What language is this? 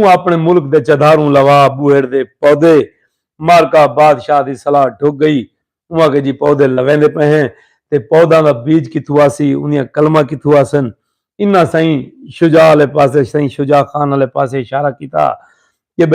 Saraiki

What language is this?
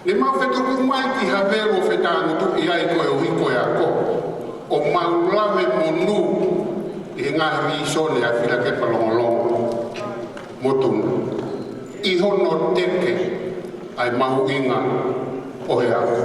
Tongan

